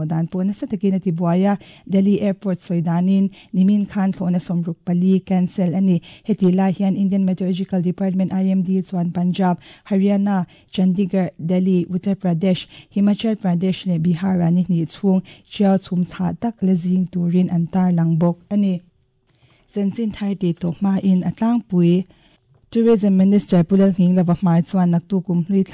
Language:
Mizo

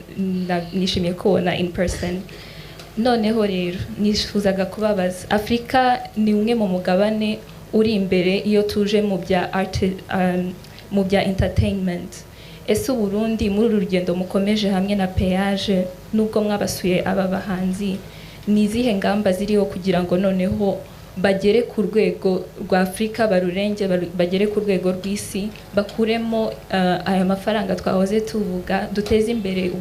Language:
Rundi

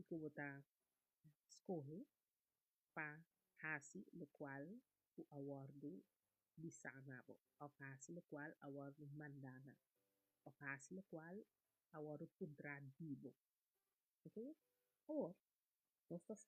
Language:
Papiamento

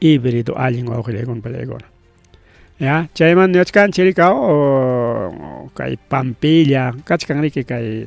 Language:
Ayacucho Quechua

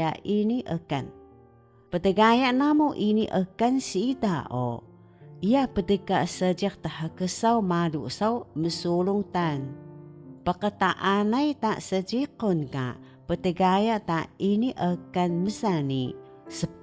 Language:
Taroko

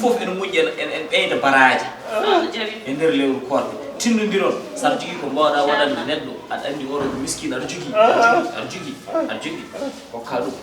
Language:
Fula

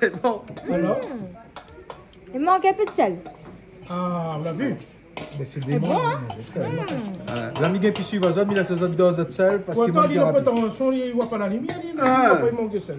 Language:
Réunion Creole French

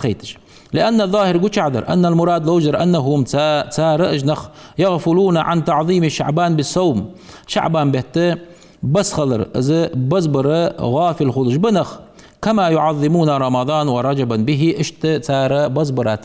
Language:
Ingush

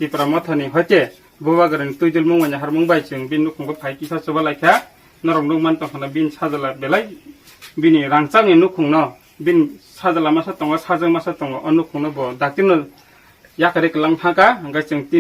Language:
Kok Borok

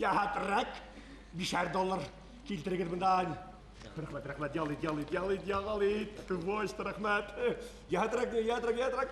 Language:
Bashkir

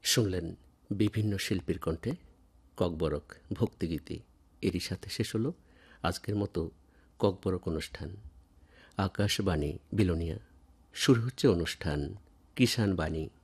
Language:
Bangla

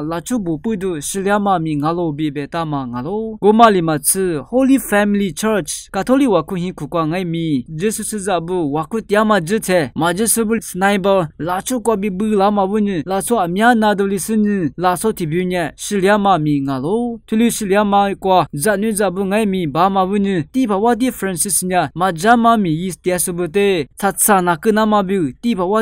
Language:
Lisu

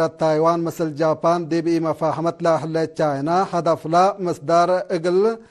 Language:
Tigre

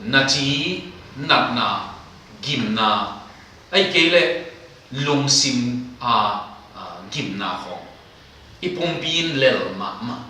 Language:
Tedim Chin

